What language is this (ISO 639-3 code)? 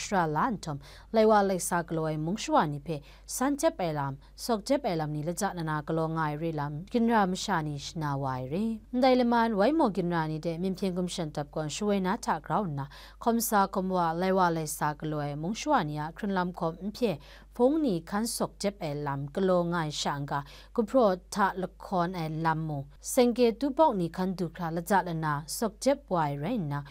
kac